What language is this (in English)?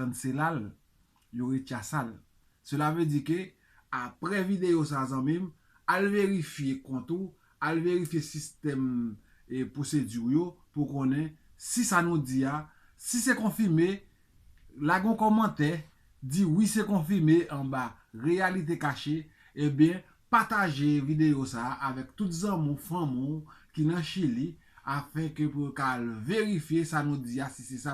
Haitian Creole